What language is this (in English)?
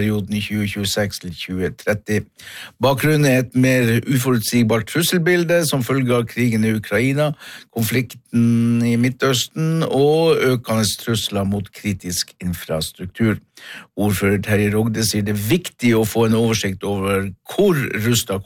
Norwegian